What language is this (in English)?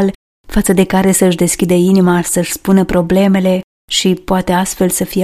Romanian